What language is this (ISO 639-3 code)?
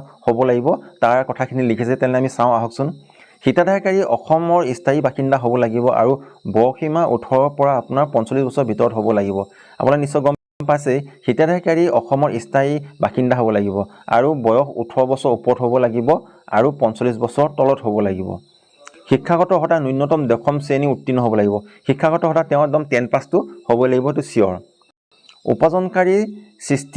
asm